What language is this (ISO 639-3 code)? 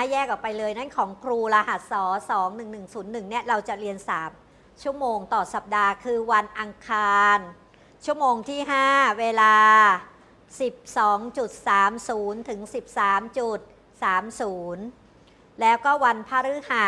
tha